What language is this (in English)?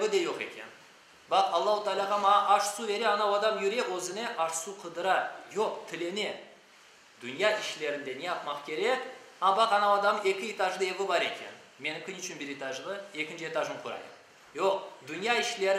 Crimean Tatar